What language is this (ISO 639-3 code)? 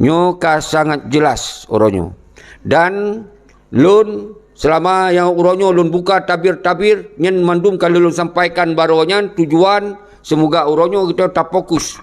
ace